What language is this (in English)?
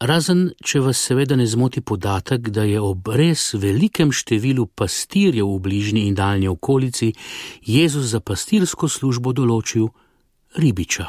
Slovenian